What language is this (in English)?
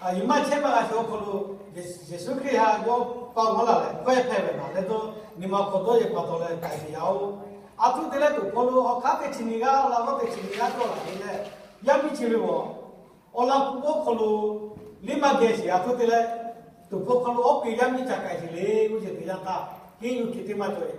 Lahu